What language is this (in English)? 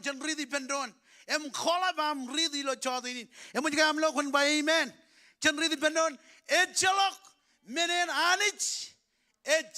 Marshallese